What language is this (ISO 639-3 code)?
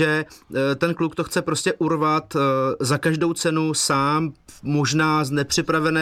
ces